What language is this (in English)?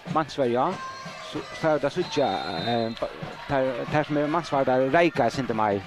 Faroese